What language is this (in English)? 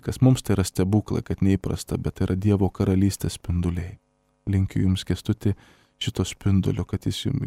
Lithuanian